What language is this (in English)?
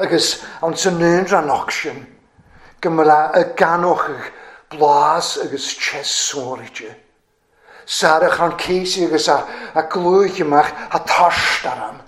Welsh